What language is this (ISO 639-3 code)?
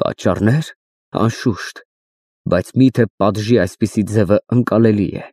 hye